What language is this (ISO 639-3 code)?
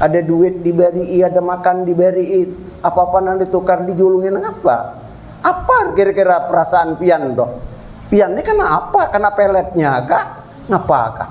bjn